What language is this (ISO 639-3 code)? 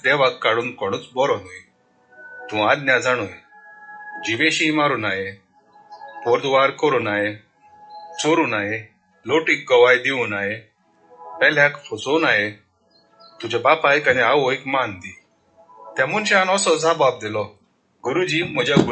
kok